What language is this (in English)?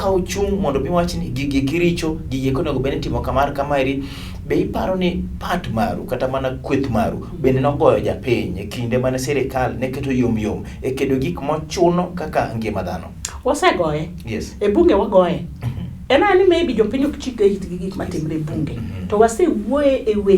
Luo (Kenya and Tanzania)